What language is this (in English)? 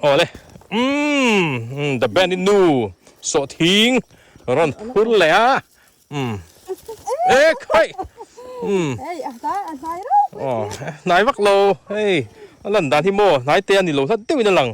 Mizo